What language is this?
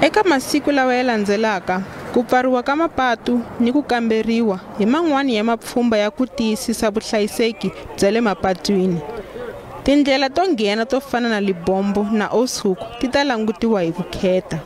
Tsonga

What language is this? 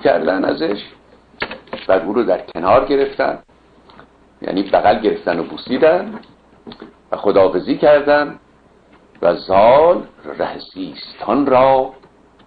Persian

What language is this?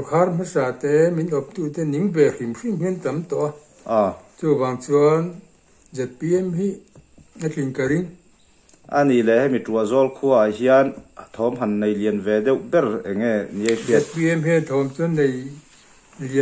Mizo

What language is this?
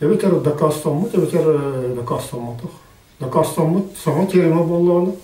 Yakut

